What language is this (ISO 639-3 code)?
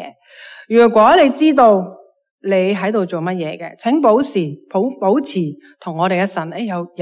yue